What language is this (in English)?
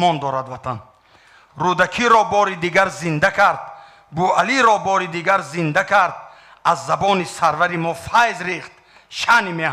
Tajik